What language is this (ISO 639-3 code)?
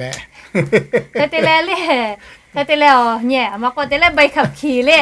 lhu